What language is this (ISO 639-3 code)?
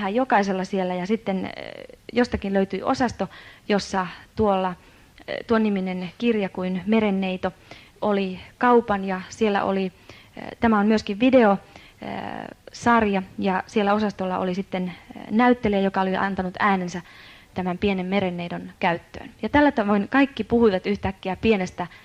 fin